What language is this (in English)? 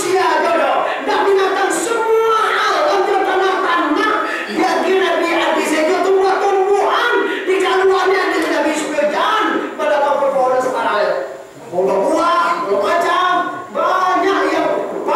Minangkabau